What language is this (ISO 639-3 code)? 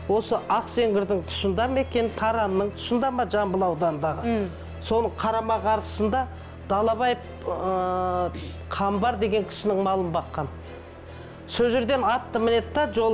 kaz